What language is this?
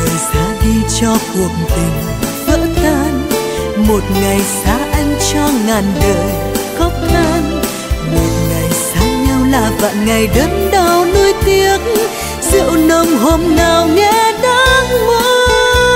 Vietnamese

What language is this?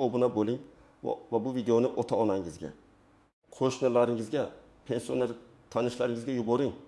Uzbek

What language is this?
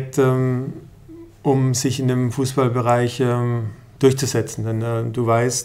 German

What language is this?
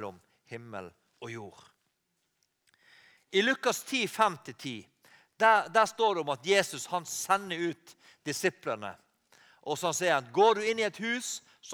Norwegian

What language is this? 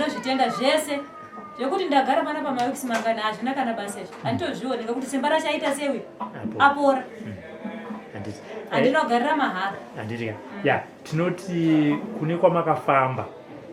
Shona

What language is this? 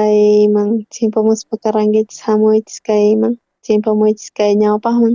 South Bolivian Quechua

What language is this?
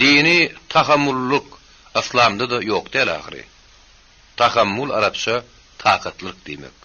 Turkmen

